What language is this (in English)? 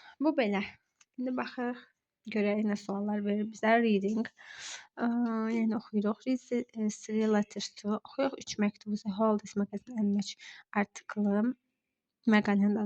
Azerbaijani